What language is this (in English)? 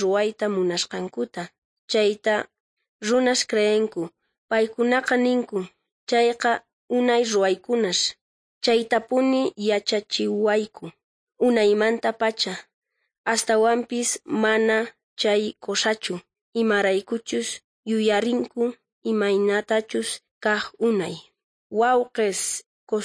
South Bolivian Quechua